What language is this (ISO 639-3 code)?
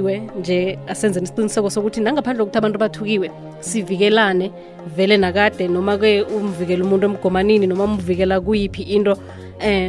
nbl